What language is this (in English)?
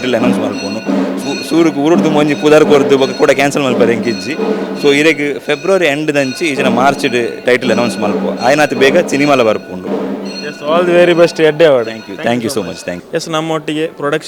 Tulu